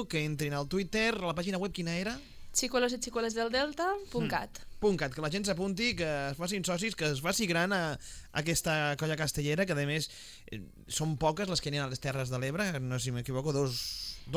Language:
Catalan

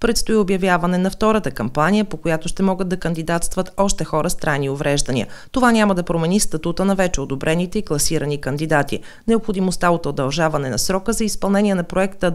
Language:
Bulgarian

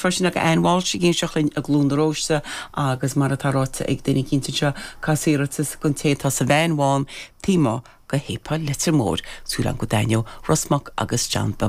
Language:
Irish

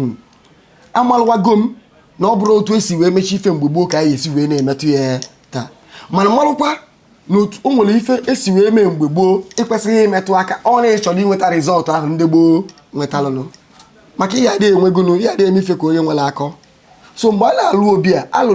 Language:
Igbo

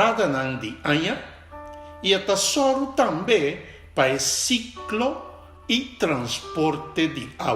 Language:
Papiamento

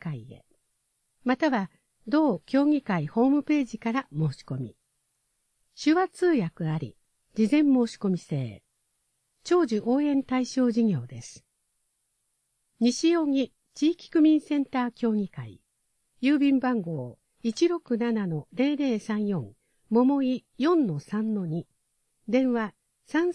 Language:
Japanese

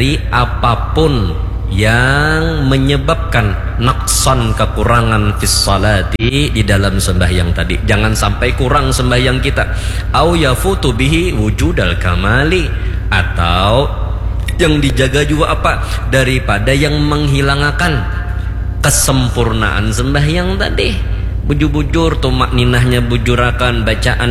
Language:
Banjar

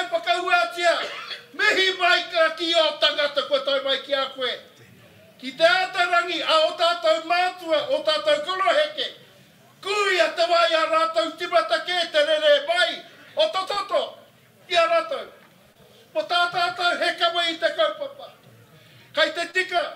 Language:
Māori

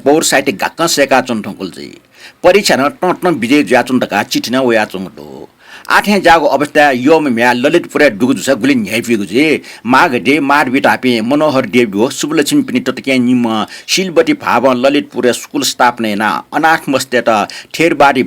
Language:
Newari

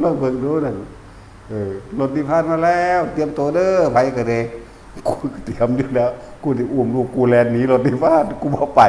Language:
Northeastern Thai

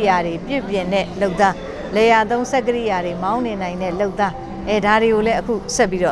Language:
Burmese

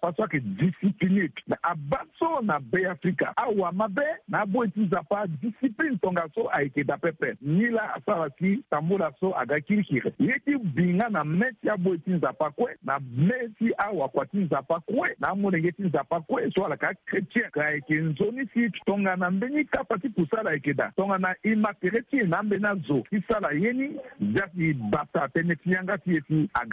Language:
Sango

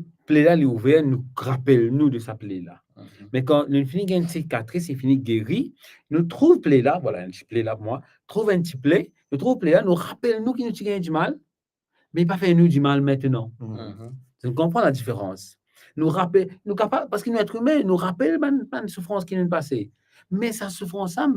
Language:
Morisyen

